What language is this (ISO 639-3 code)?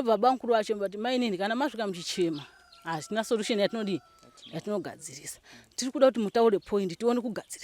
sna